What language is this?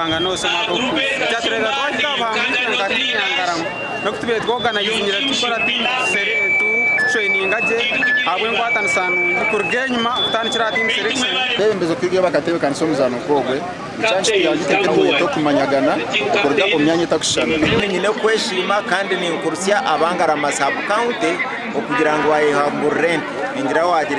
Nyankole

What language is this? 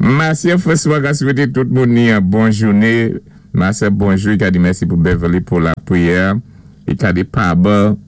Saint Lucian Creole French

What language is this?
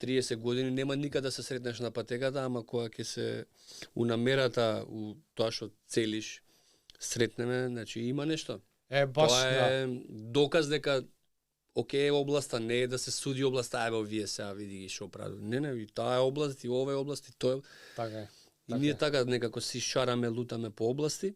Macedonian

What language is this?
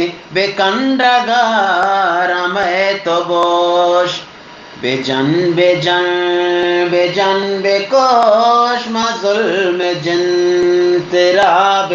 Eastern Balochi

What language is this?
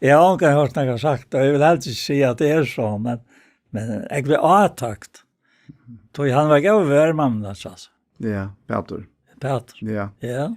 Faroese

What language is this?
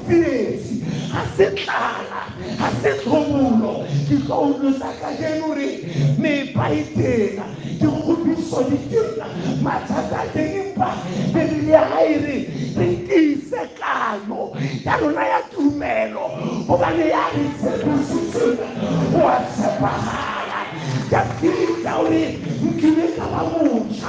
Southern Sotho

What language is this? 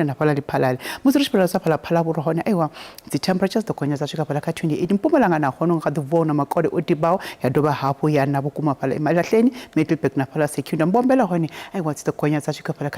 Venda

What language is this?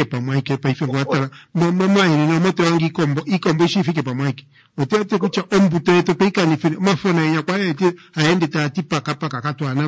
Kuanyama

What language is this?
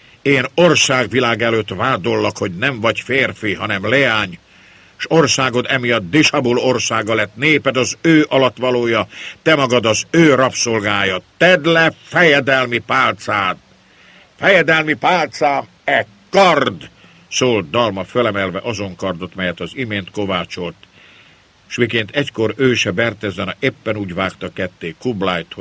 Hungarian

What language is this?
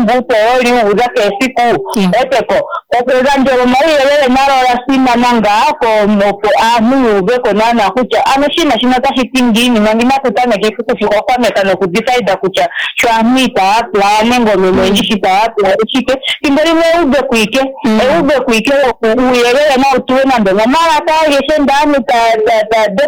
Swahili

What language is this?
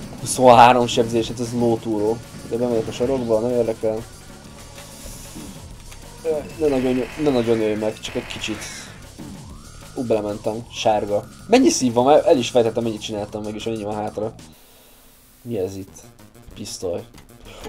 Hungarian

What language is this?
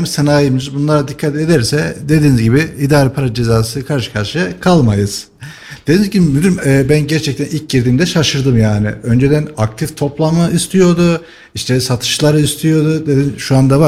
Turkish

